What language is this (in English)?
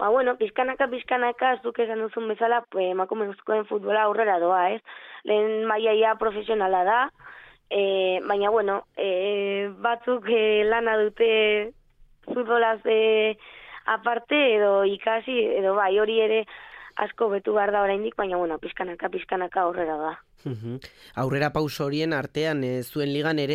Basque